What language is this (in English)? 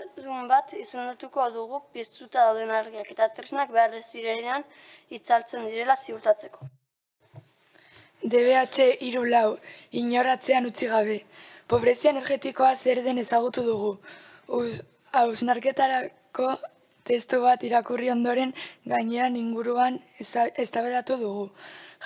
Basque